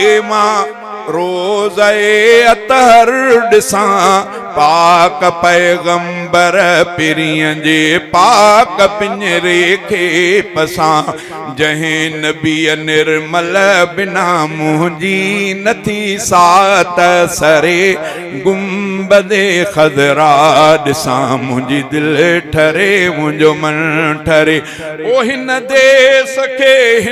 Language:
Sindhi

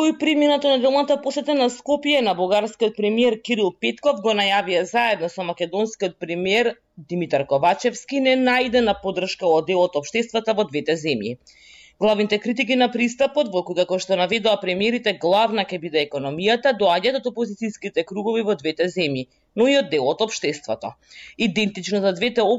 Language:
Macedonian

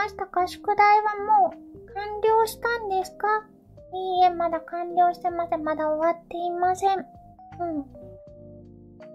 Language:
Japanese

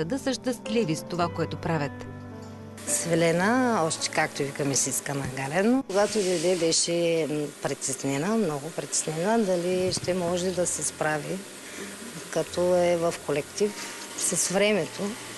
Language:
Bulgarian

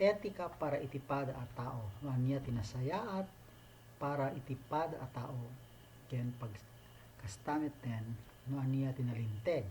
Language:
Iloko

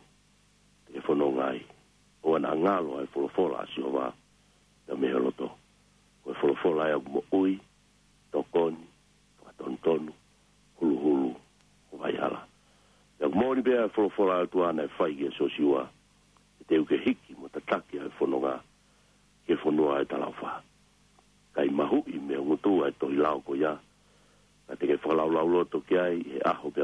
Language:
Tongan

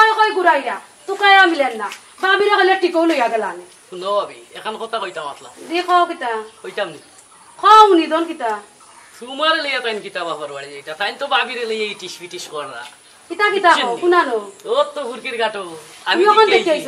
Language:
Sylheti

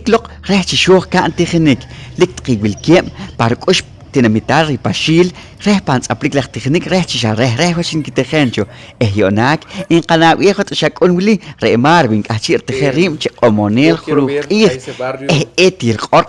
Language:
Poqomchi'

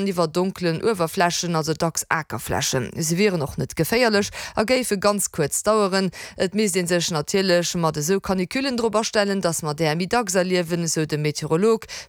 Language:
Luxembourgish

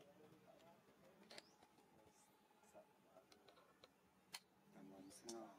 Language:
Vietnamese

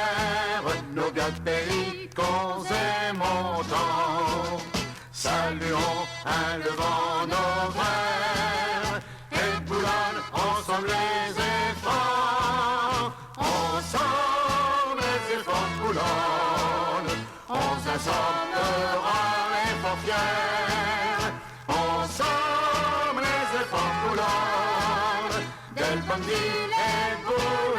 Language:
Picard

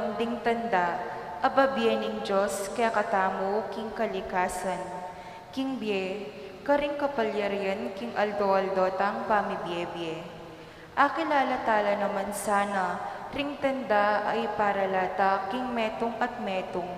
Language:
Pampanga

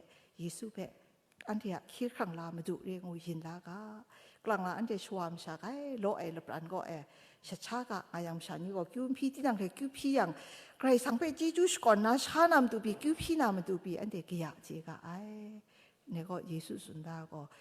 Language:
Kachin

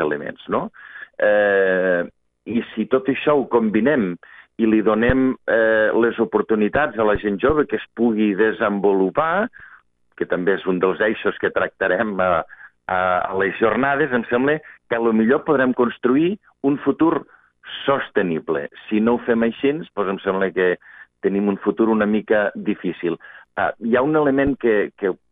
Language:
Catalan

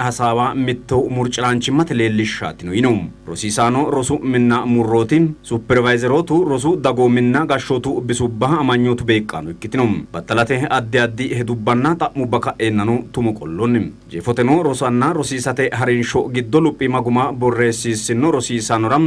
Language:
Sidamo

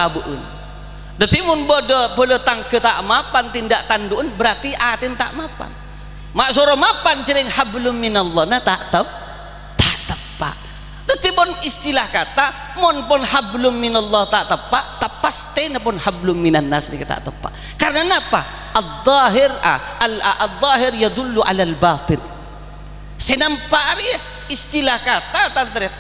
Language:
Madurese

